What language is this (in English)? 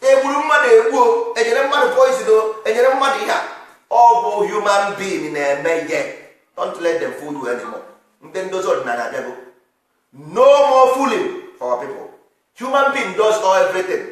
Igbo